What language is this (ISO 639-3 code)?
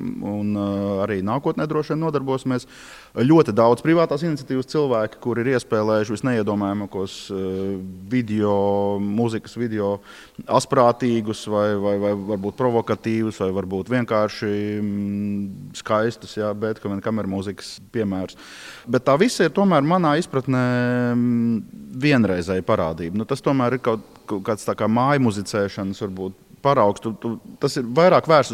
lav